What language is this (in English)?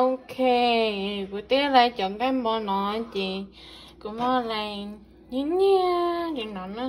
Hmong